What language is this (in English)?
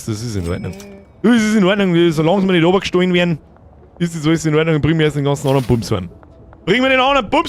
Bavarian